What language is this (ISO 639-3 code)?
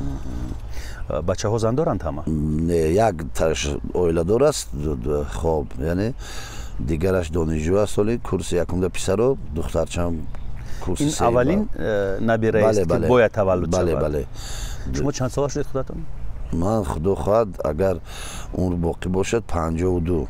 tgk